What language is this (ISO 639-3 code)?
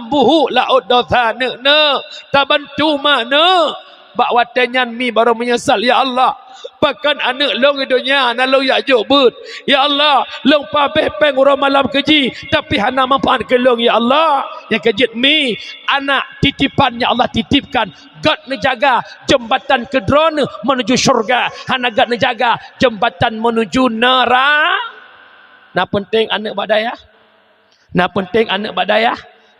ace